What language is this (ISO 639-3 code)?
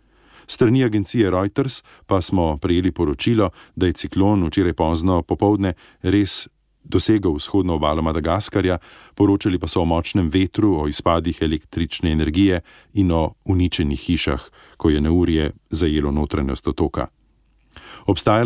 slv